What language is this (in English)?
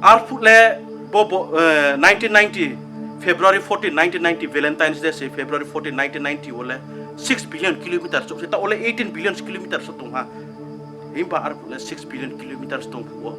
Riang (India)